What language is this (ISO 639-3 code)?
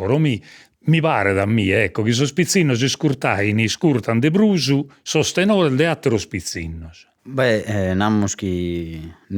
srd